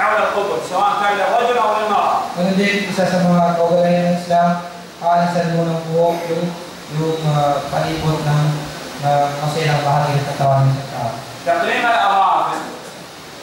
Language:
Filipino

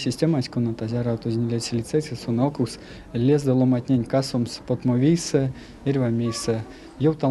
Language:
Erzya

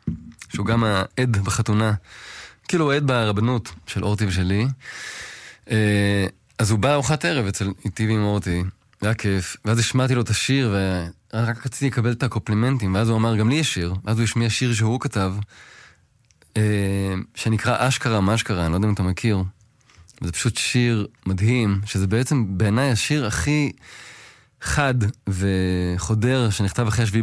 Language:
Hebrew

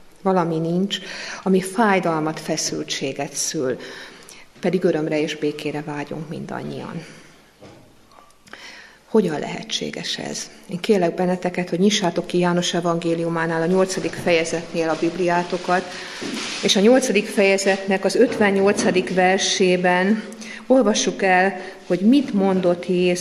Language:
Hungarian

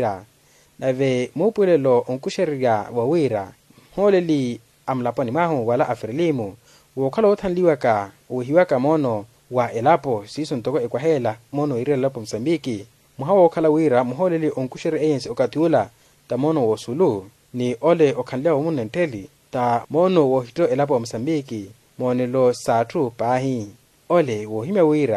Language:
Makhuwa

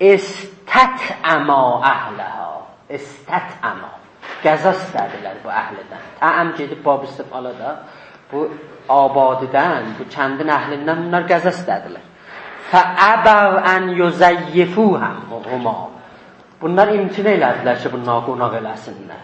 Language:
South Azerbaijani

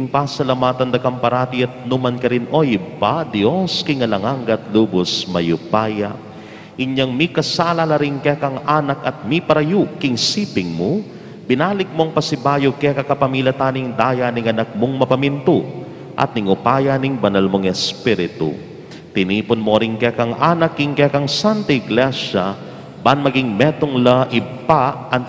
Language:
Pampanga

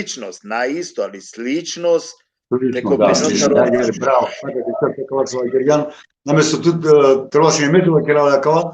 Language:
Balkan Romani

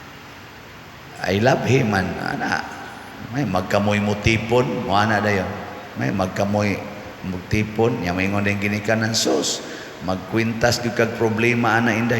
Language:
Cebuano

